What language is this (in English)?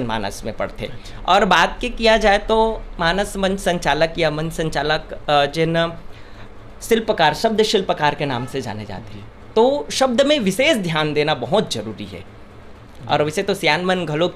Chhattisgarhi